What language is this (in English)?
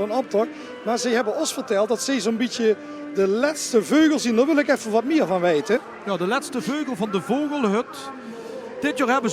Limburgish